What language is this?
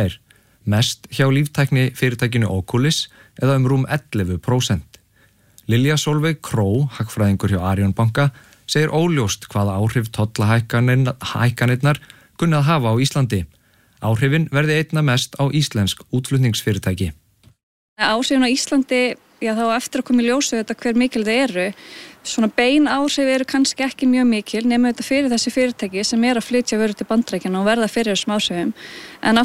Icelandic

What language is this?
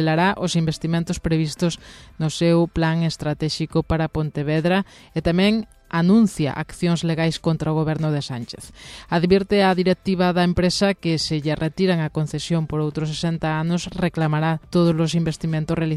Galician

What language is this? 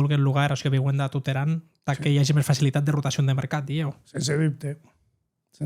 Occitan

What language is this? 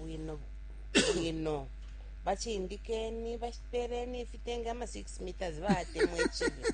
Bemba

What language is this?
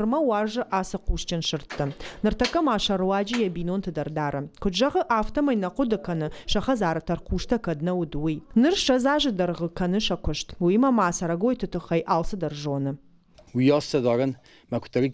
Ossetic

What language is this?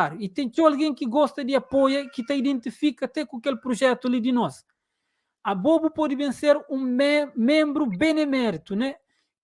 Kabuverdianu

